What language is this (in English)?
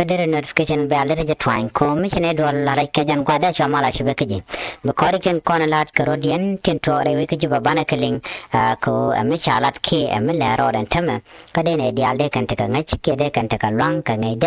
Nuer